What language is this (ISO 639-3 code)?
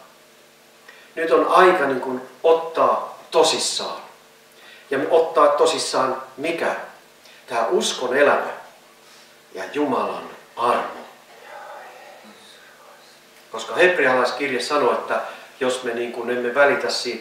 fin